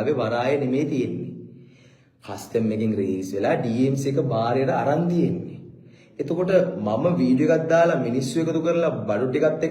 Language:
Sinhala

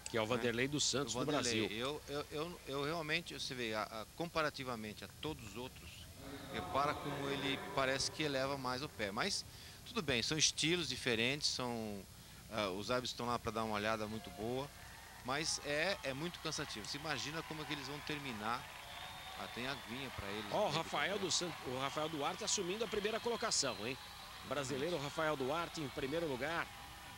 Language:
Portuguese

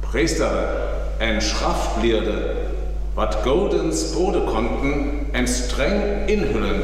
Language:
Northern Frisian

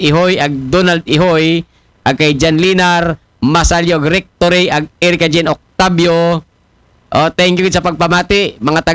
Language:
Aklanon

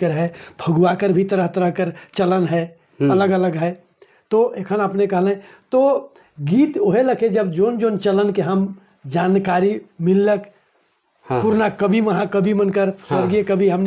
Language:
Sadri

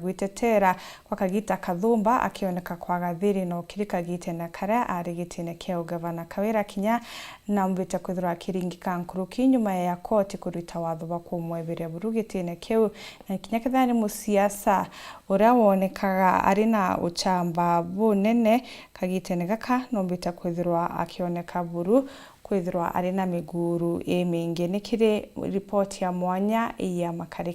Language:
Meru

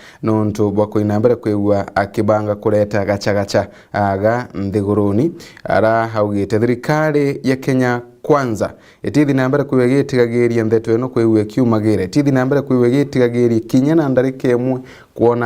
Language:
Meru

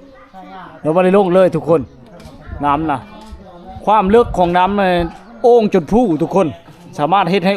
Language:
Lao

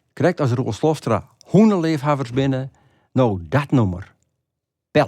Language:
Western Frisian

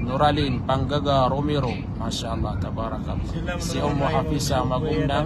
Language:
Maranao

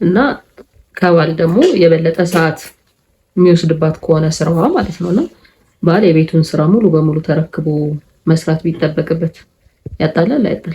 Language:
Amharic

